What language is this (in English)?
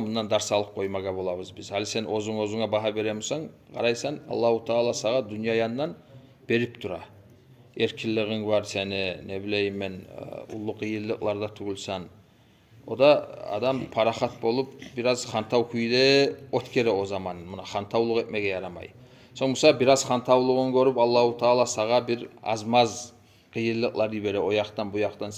Kumyk